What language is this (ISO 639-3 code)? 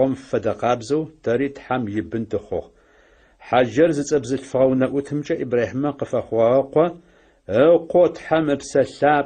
ady